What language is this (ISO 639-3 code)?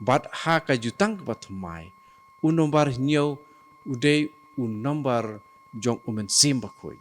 kha